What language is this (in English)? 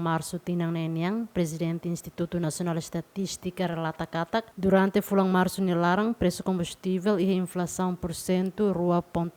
Tetum